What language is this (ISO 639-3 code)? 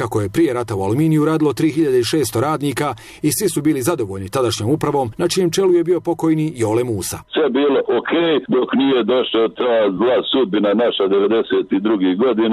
bos